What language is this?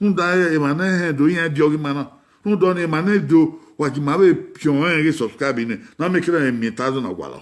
Bini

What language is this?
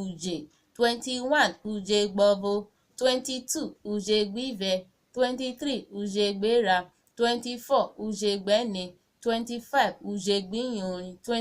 Urhobo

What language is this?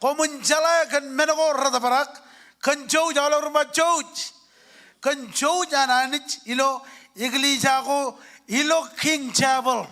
Marshallese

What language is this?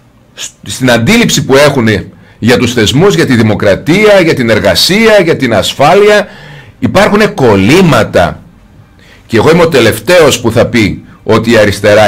Greek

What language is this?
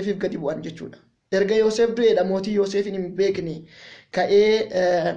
Oromo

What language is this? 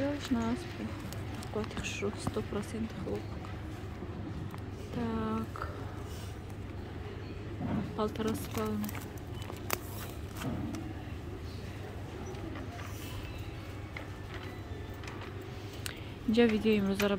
Persian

